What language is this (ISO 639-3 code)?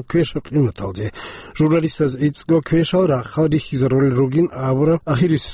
ava